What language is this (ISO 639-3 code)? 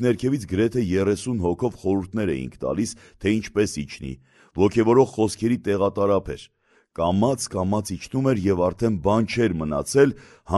hye